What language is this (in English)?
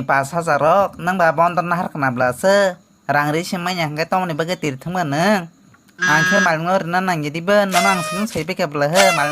Kok Borok